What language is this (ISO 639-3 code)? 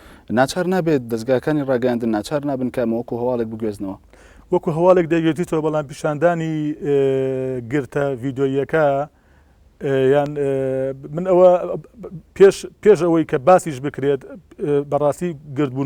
ckb